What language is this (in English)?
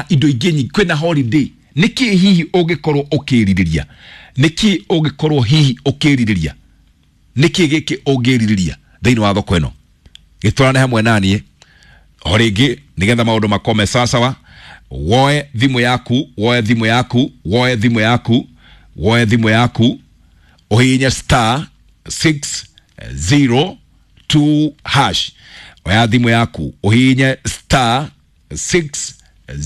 Kikuyu